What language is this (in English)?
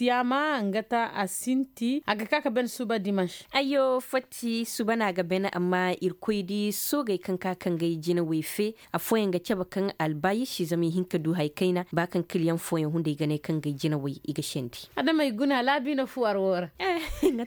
Koyraboro Senni